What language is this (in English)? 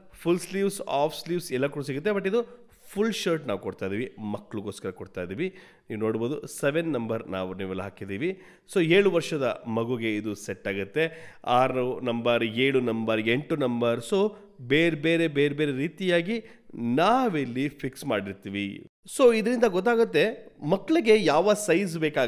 Kannada